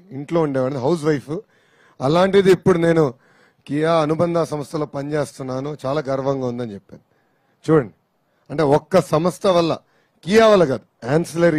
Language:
Telugu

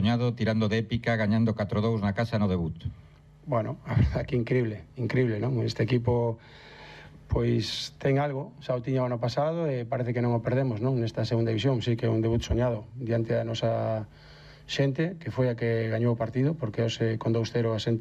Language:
Galician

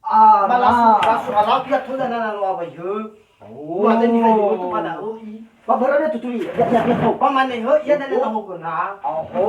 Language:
Nias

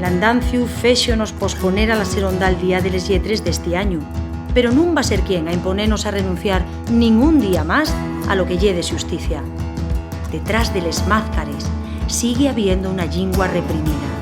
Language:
Asturian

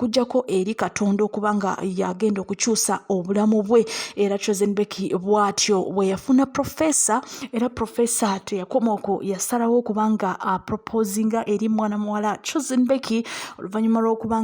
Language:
Ganda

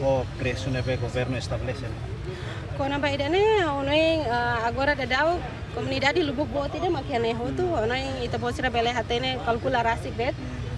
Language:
Tetum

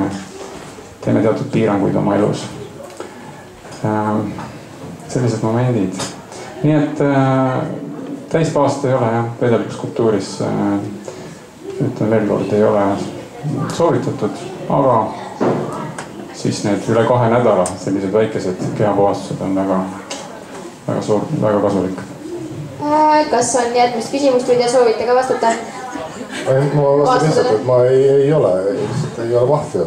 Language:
Estonian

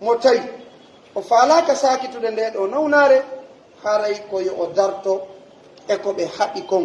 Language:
Pular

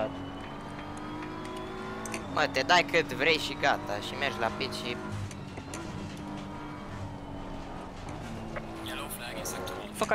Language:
Romanian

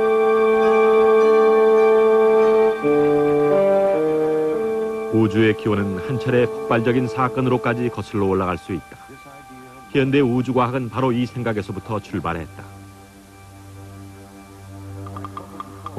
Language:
Korean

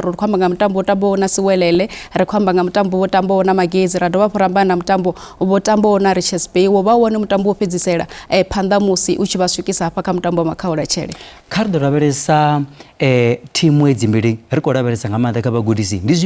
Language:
Venda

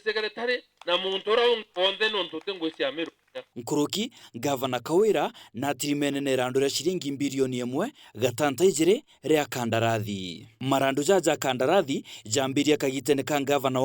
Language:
Meru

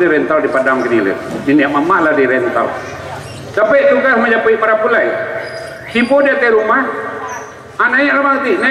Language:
Minangkabau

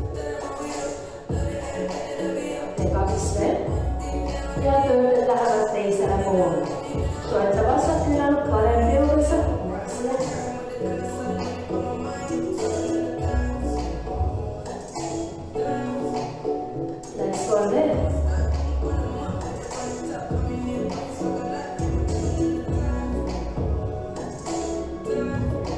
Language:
Estonian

